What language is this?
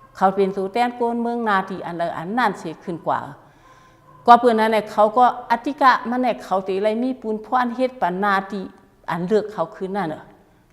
Shan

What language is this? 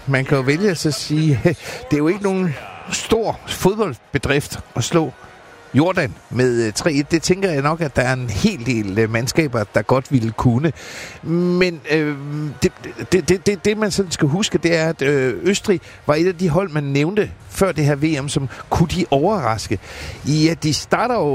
Danish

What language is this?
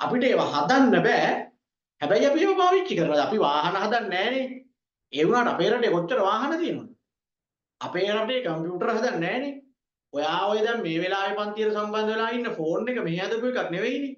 Sinhala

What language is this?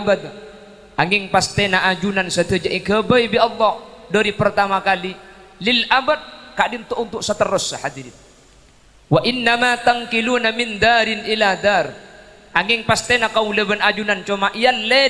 Madurese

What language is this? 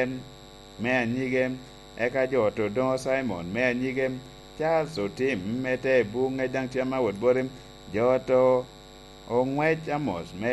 Lango (Uganda)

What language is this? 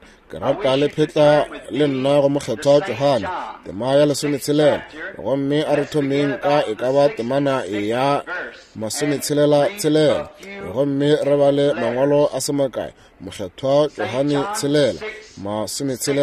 Northern Sotho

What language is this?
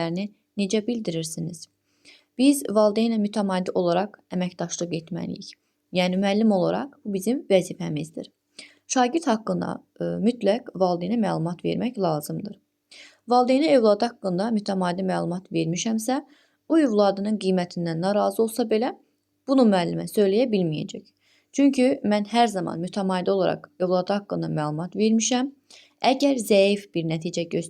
Azerbaijani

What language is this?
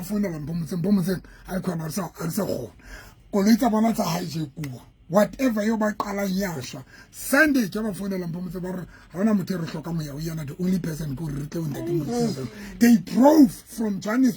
Southern Sotho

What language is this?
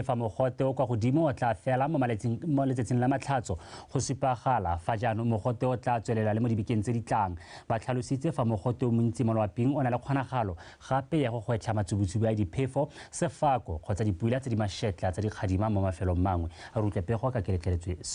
Tswana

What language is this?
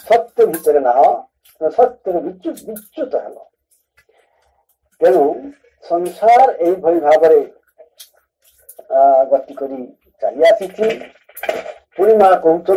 Odia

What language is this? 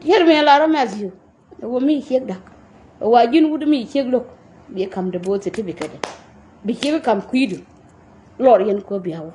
Nuer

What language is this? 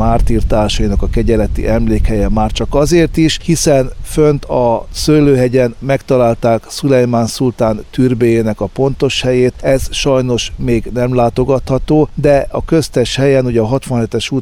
Hungarian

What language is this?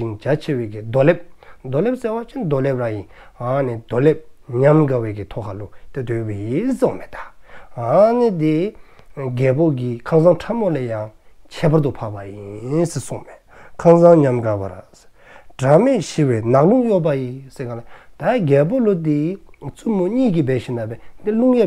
Dzongkha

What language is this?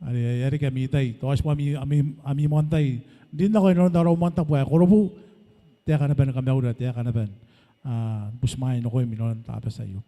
Gilbertese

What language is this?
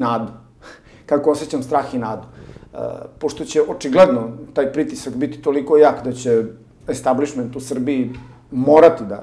Serbian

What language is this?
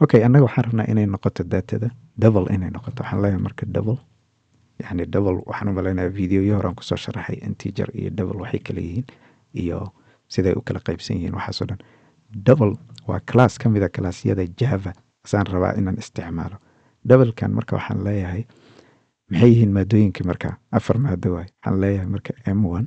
Somali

